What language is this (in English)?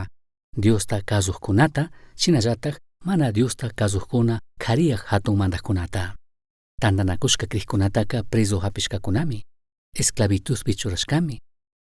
Chimborazo Highland Quichua